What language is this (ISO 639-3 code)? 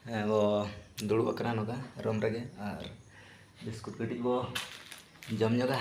sat